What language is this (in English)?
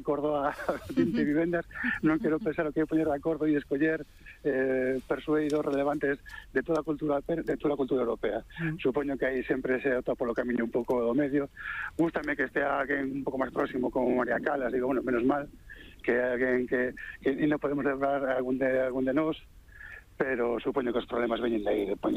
Galician